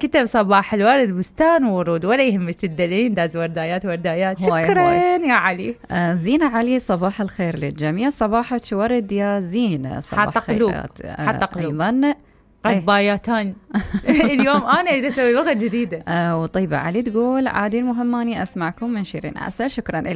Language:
Mesopotamian Arabic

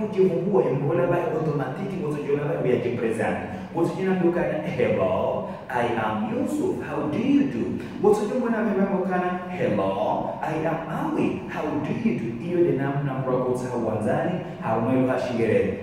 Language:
Ngazidja Comorian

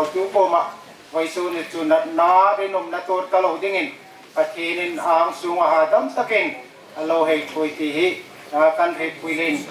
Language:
Hmar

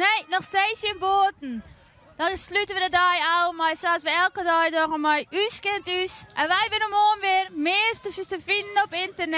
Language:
Western Frisian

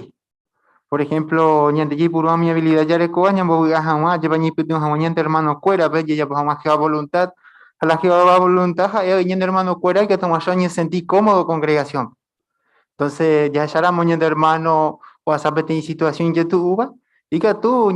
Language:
Guarani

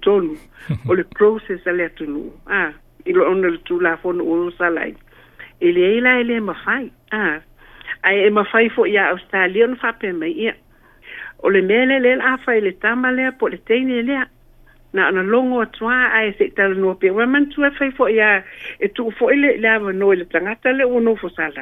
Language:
Samoan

